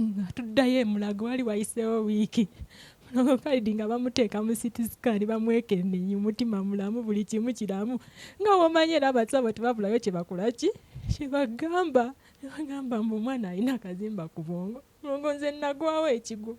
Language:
Ganda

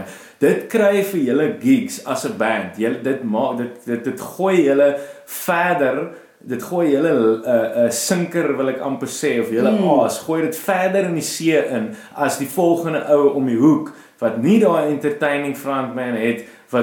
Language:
Afrikaans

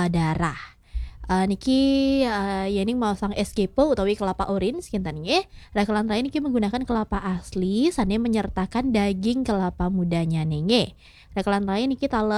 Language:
Balinese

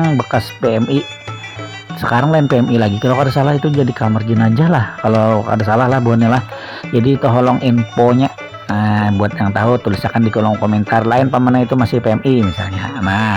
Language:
Banjar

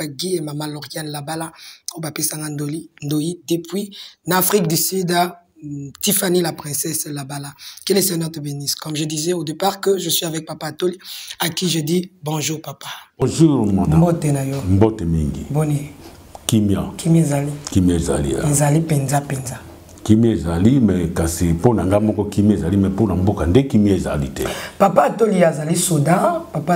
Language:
Lingala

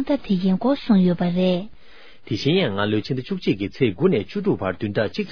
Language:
Tibetan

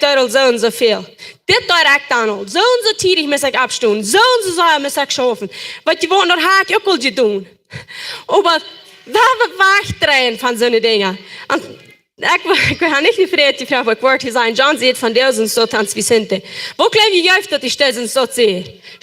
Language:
Plautdietsch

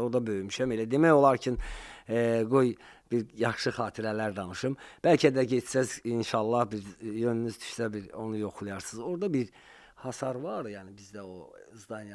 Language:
Azerbaijani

